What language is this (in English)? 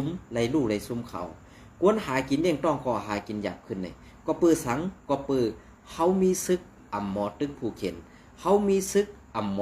Shan